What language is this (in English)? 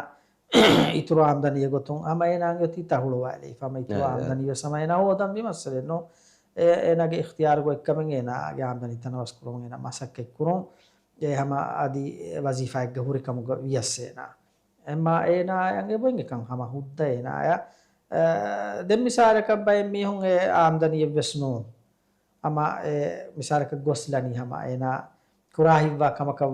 Divehi